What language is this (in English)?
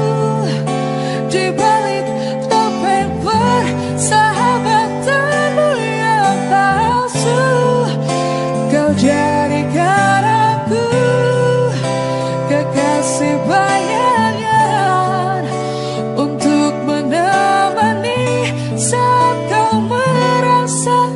Indonesian